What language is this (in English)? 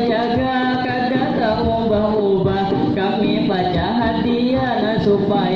Banjar